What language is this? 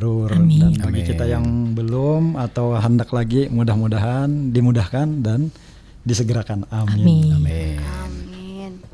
Banjar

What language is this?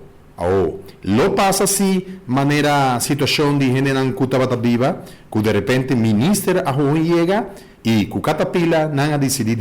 Papiamento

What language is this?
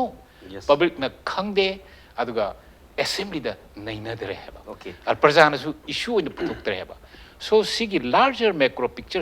Manipuri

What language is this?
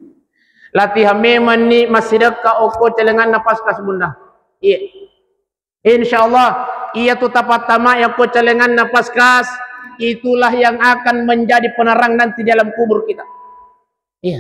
Buginese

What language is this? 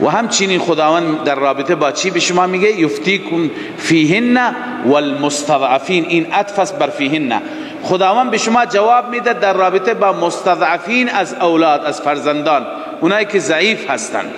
Tajik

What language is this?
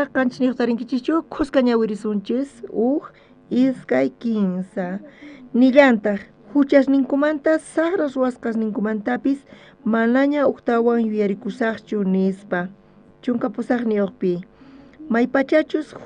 South Bolivian Quechua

